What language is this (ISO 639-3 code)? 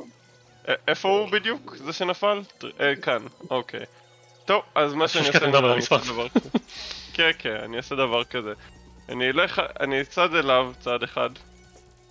heb